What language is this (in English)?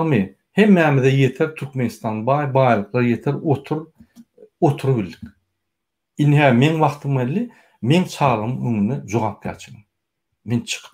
Turkmen